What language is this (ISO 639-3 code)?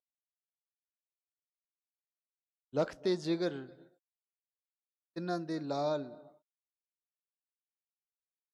pan